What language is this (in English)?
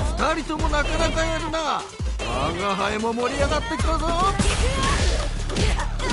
Japanese